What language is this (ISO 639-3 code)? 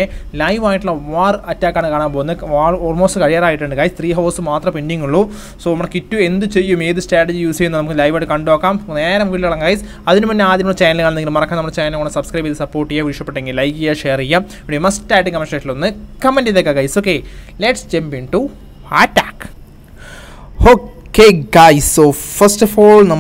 mal